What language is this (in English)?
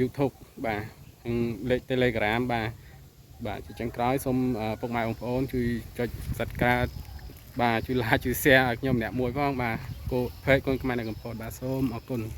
Khmer